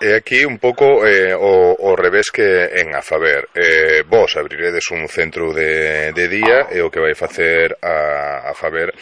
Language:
Galician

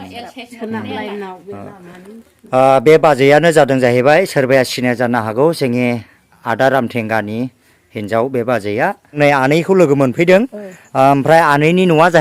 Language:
Bodo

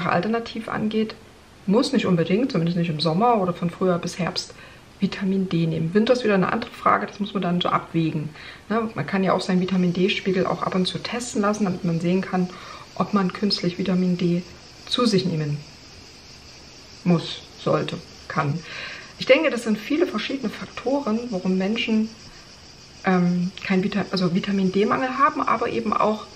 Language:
German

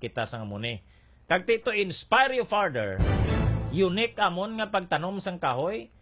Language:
Hiligaynon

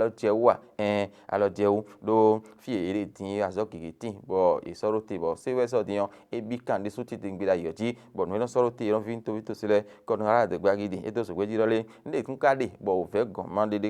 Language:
Fon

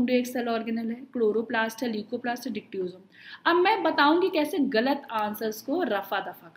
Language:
Hindi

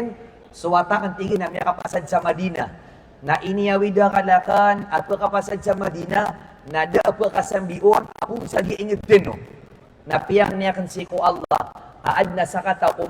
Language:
Maranao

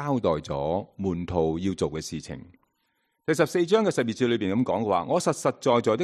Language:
Cantonese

